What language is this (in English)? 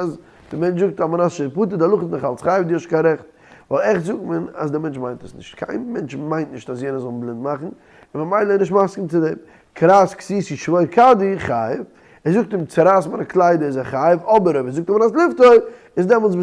Yiddish